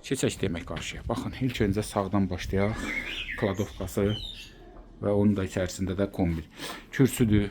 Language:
Azerbaijani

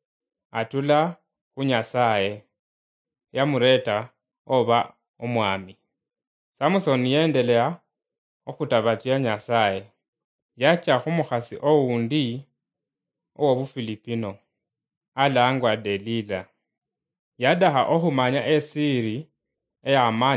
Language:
Luyia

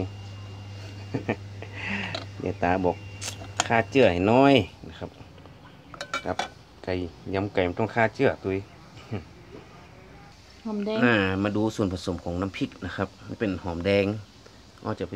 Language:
Thai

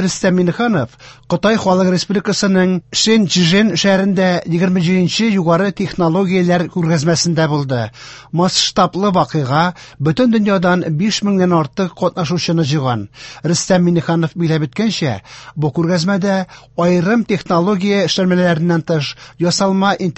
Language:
Tatar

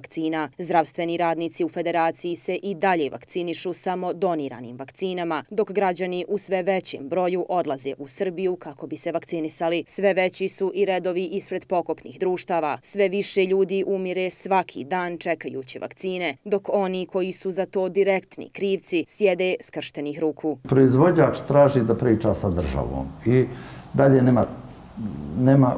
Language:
Bosnian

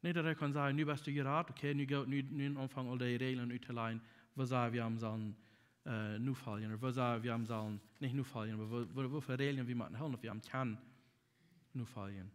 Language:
Plautdietsch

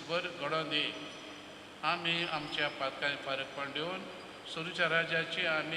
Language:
Konkani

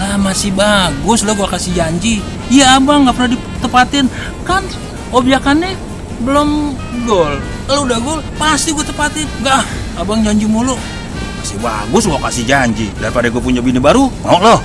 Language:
Betawi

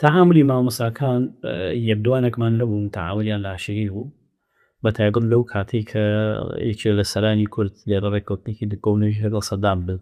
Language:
Central Kurdish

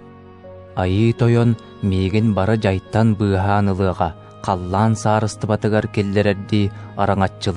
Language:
Yakut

